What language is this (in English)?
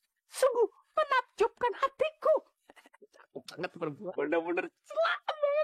Betawi